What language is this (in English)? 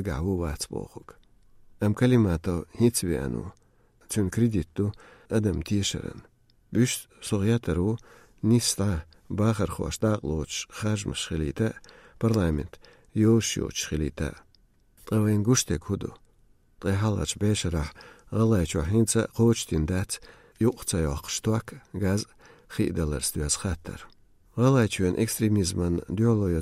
Chechen